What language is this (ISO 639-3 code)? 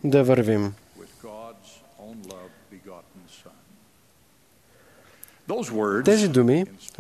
bul